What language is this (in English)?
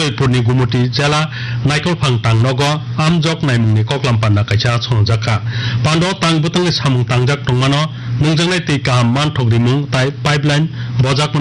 Kok Borok